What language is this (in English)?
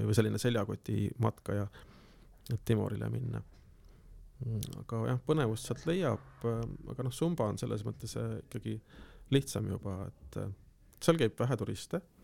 Estonian